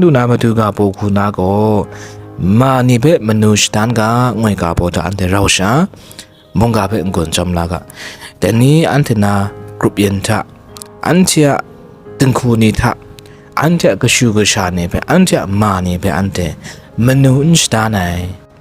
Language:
Kachin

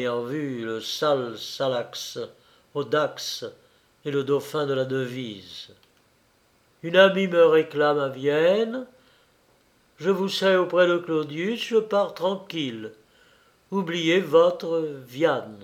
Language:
French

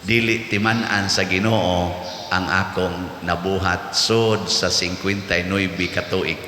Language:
Cebuano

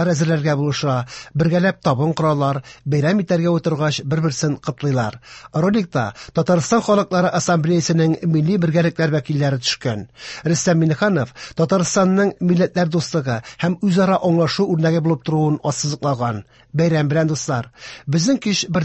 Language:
Tatar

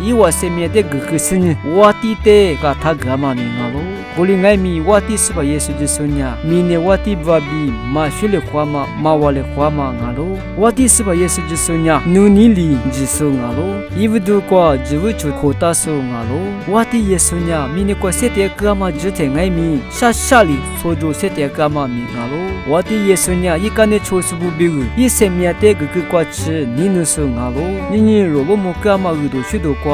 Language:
Lisu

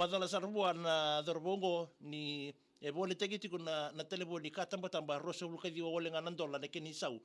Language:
Fijian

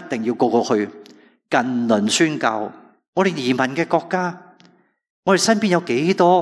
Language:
Cantonese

